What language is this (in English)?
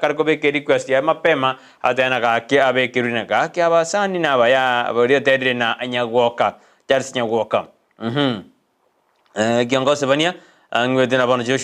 Gusii